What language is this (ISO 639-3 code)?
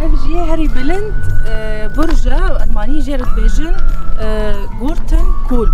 kur